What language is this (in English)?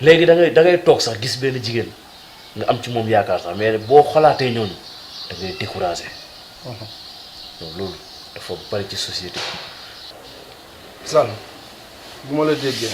Wolof